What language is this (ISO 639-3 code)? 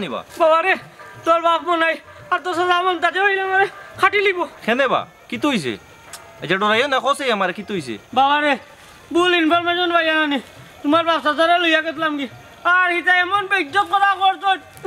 syl